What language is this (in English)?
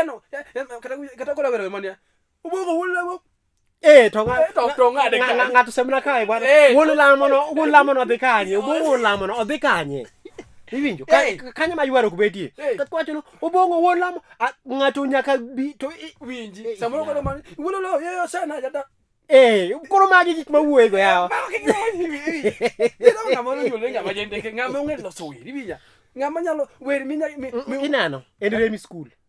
Luo (Kenya and Tanzania)